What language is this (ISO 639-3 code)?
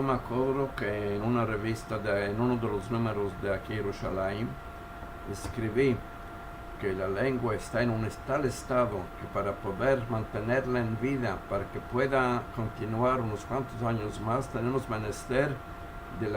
lad